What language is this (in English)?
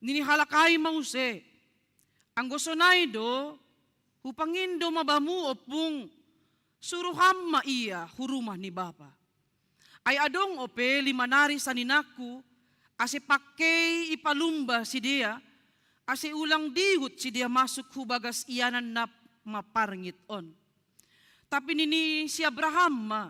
Batak Simalungun